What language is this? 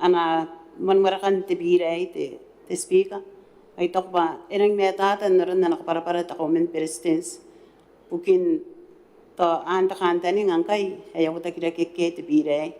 Gilbertese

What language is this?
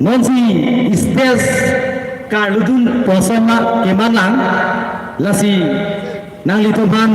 Karbi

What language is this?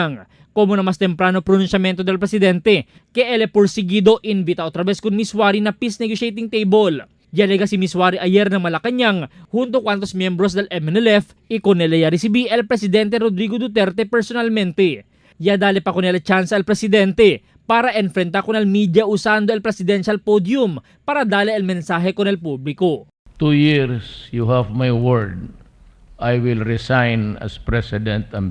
Chavacano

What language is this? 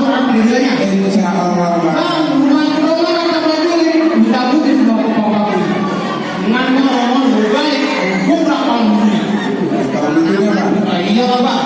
Betawi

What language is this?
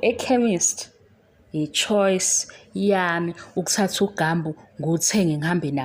Zulu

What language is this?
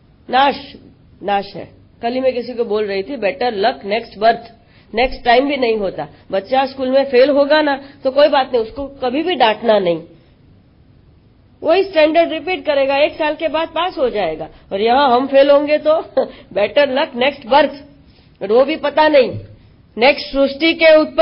Hindi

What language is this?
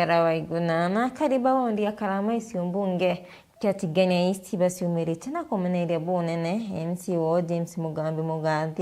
Meru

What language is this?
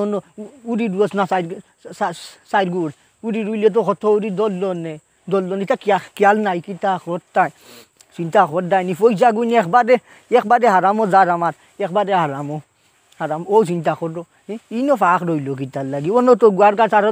Sylheti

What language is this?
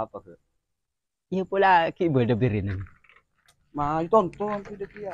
Madurese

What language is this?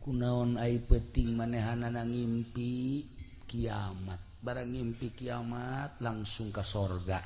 Sundanese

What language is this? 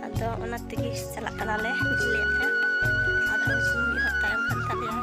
Santali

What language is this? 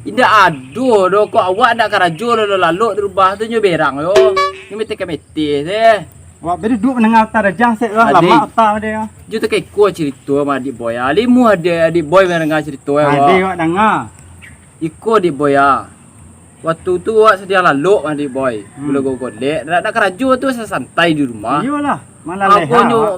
Minangkabau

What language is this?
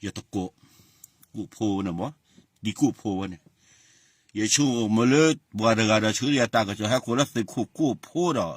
S'gaw Karen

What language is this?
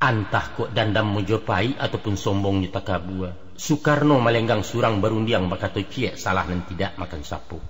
Minangkabau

